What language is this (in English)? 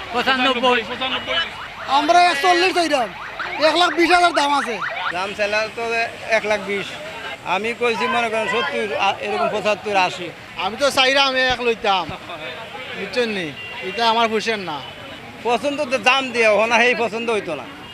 Sylheti